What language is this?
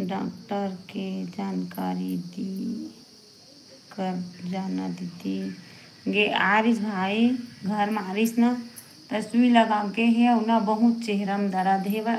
Chhattisgarhi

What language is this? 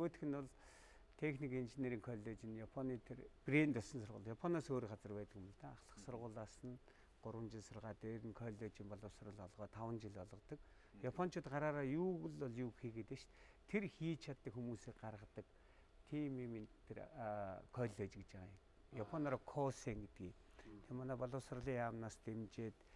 Mongolian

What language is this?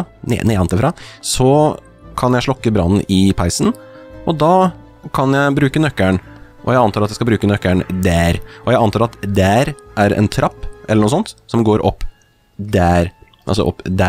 Norwegian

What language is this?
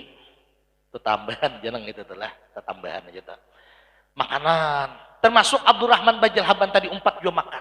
Banjar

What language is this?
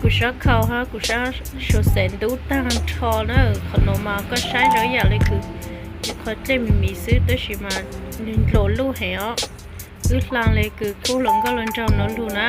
Hmong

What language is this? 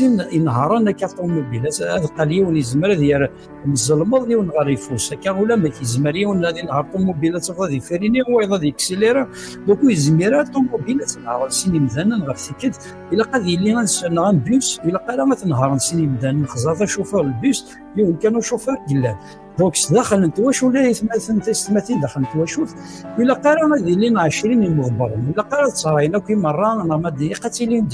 Kabyle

